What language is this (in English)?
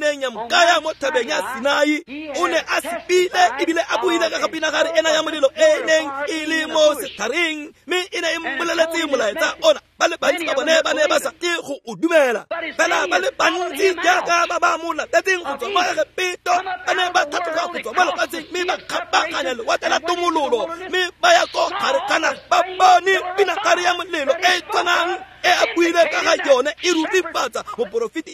Tswana